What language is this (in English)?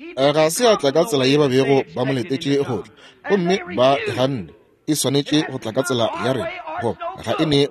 Northern Sotho